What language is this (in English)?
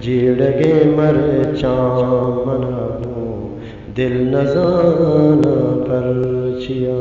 Eastern Balochi